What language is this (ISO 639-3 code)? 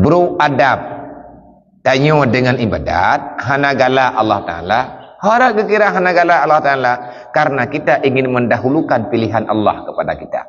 ace